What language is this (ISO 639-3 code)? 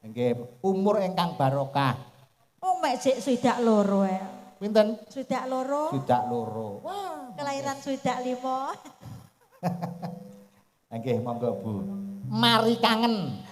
jav